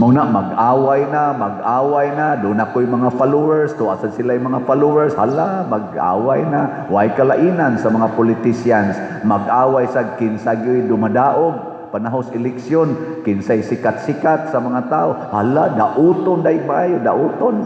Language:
Cebuano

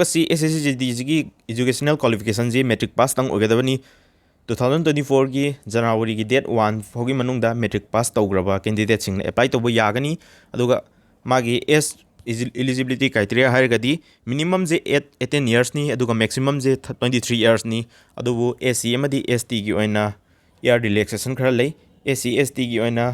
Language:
Manipuri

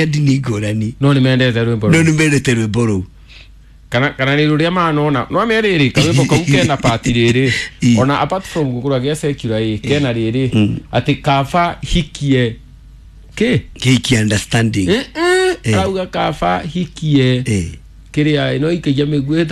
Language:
Kikuyu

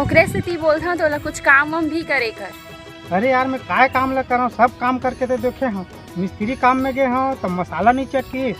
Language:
Chhattisgarhi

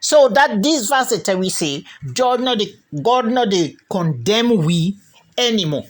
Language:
Krio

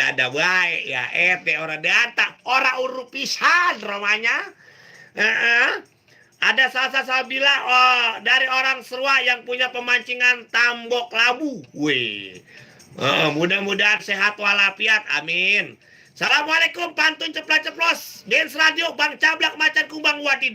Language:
Betawi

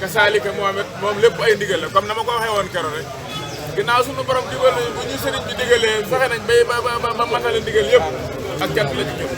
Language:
Wolof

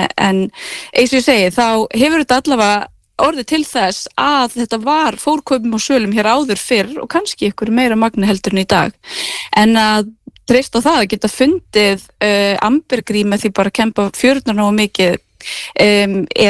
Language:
Icelandic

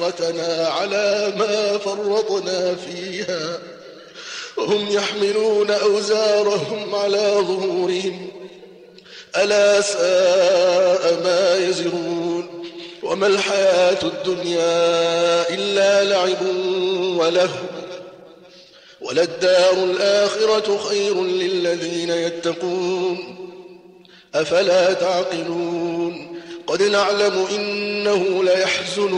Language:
Arabic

